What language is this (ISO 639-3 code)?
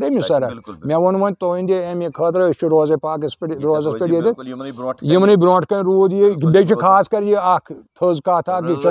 kas